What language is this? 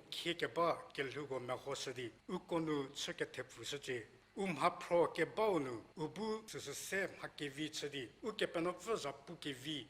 Angami Naga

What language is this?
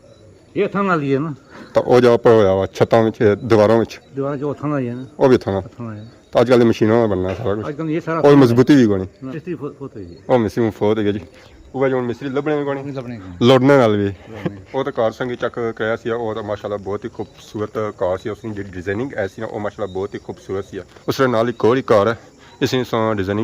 Pahari-Potwari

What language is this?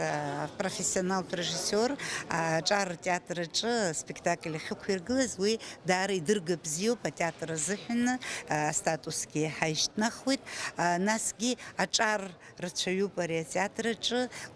Abkhazian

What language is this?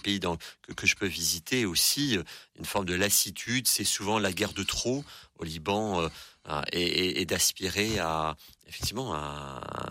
French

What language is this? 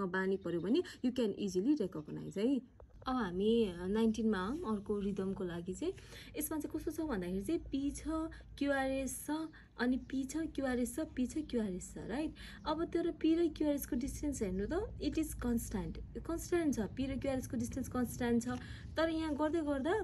Nepali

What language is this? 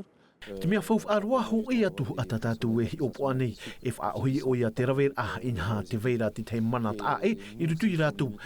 Tahitian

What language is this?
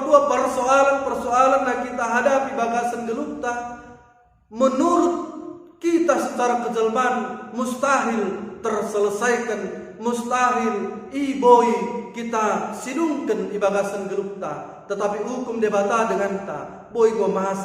Batak Dairi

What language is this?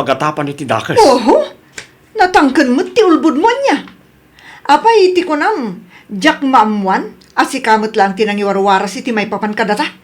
Iloko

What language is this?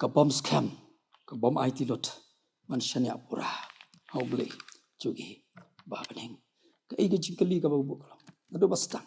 Khasi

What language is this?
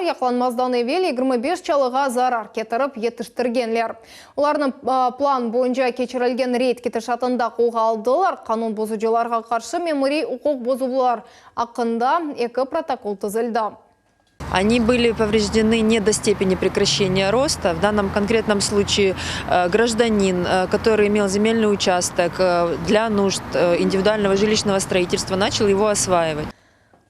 Crimean Tatar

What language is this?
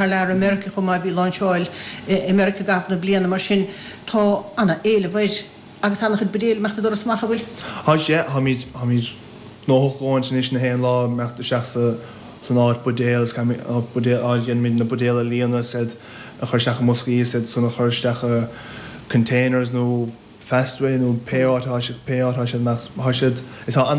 Irish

